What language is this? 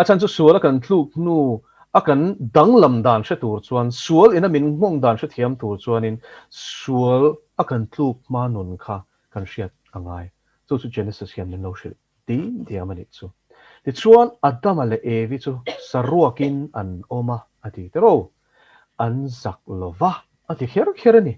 Mizo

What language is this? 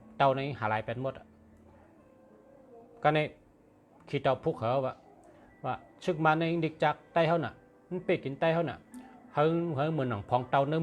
Shan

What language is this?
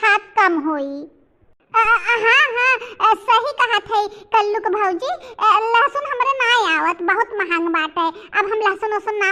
Bhojpuri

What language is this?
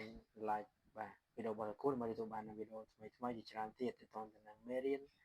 Khmer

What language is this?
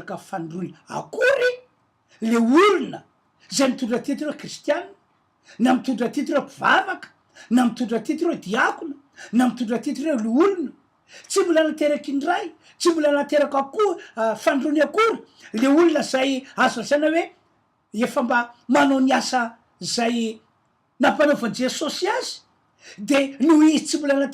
Malagasy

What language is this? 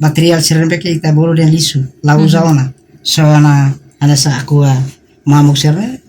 Tetum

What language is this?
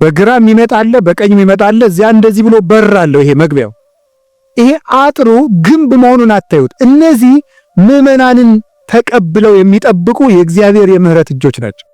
Amharic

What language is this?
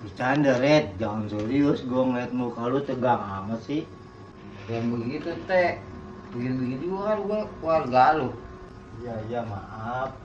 Betawi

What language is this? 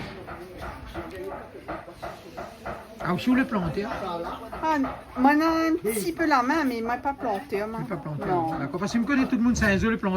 Réunion Creole French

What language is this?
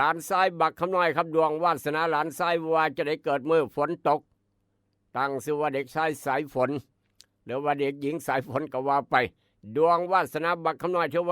Northeastern Thai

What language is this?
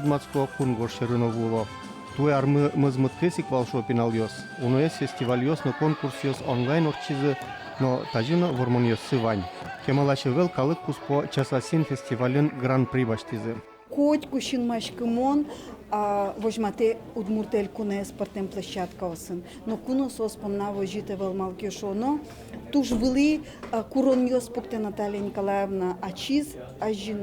Udmurt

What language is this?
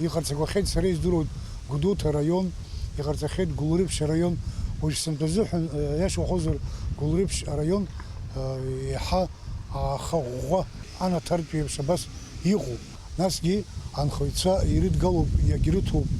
Abkhazian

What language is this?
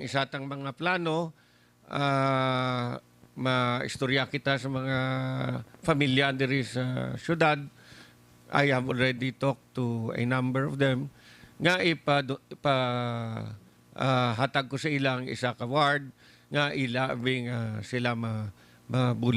Hiligaynon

